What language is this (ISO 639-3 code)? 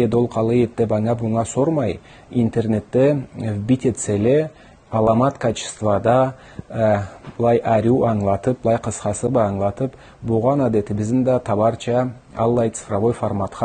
krc